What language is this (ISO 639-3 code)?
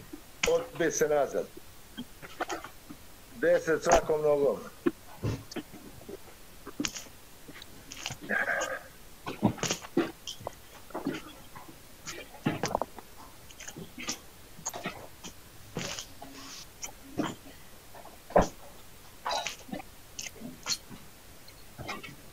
srp